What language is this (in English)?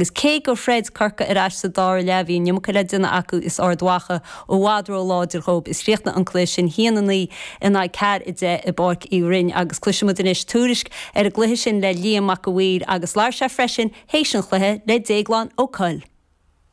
Irish